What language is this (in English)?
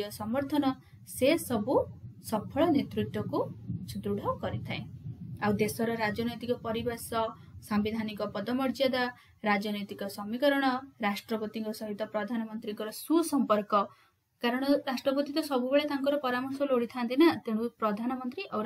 Odia